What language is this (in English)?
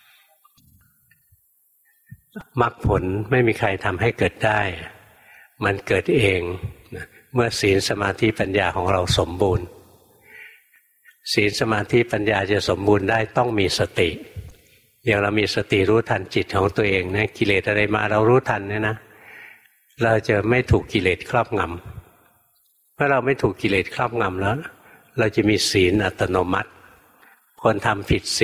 Thai